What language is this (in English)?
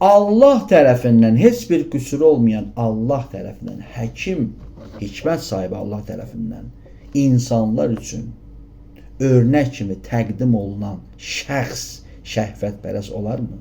Azerbaijani